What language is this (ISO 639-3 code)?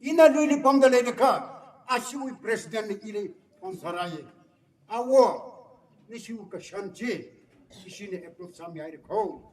nmf